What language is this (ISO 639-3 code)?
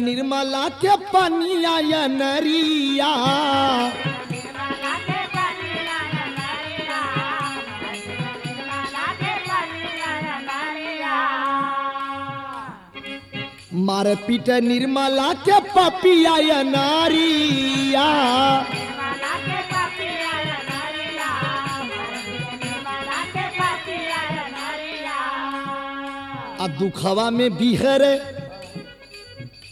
bho